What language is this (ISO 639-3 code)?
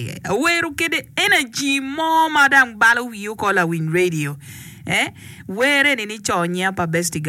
ach